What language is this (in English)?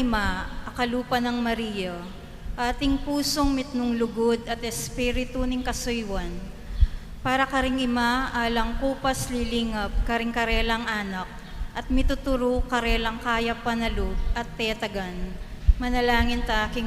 Pampanga